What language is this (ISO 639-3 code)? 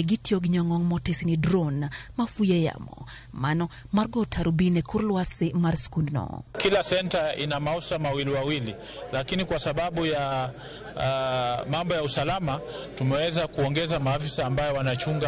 luo